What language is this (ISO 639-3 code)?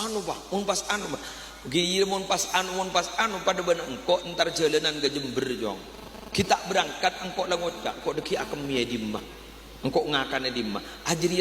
mad